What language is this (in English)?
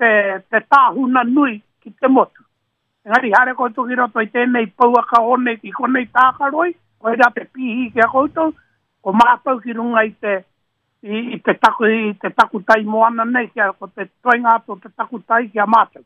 Māori